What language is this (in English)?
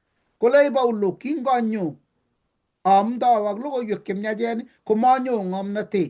Kalenjin